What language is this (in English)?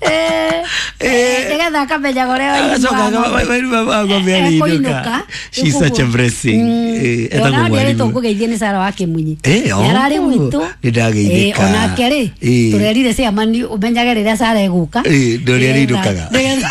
Kikuyu